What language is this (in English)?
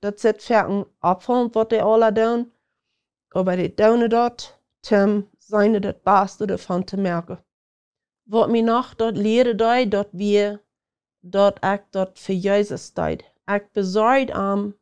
Plautdietsch